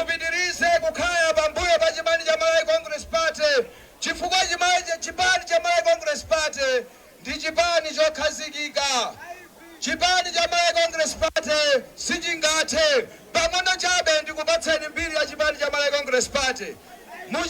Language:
Nyanja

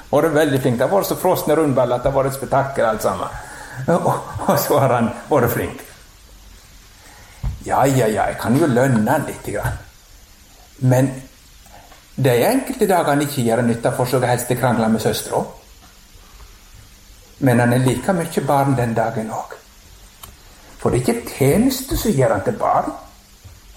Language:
Norwegian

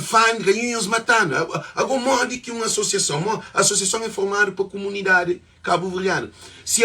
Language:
Kabuverdianu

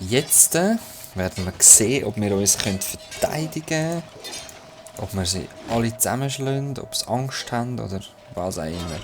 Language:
Swiss German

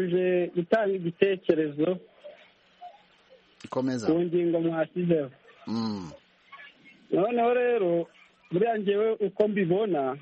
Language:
Kinyarwanda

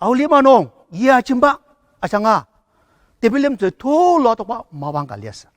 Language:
Ao Naga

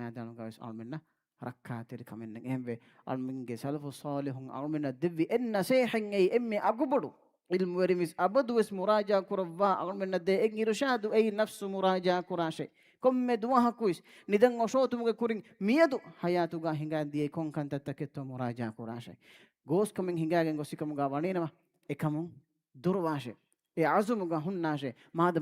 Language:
Divehi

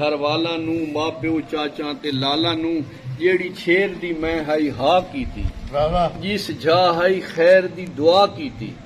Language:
Saraiki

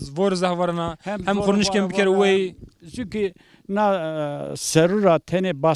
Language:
Zaza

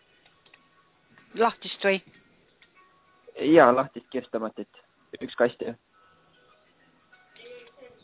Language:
Estonian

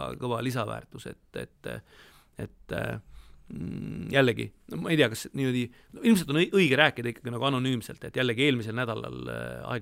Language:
Estonian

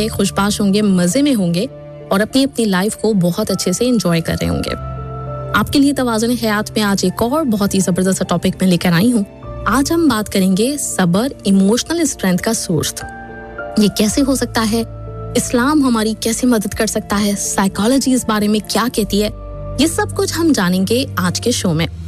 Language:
Urdu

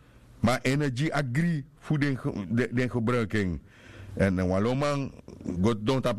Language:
Sranan Tongo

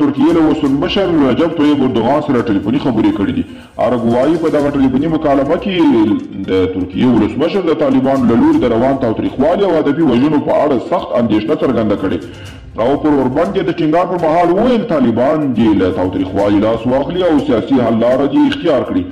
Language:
Pashto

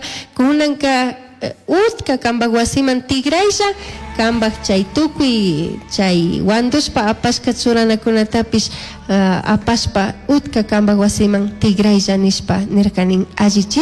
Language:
Chimborazo Highland Quichua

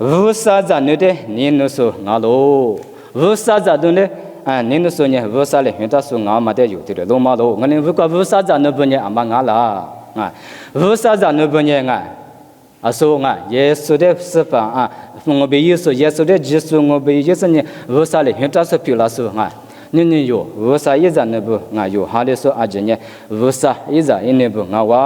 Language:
Lisu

